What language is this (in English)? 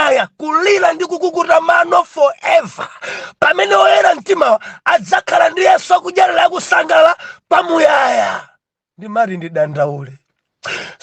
Nyanja